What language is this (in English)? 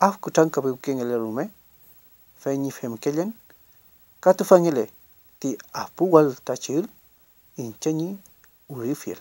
Mapuche